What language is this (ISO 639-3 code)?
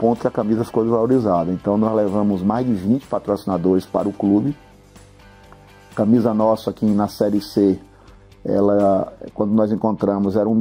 por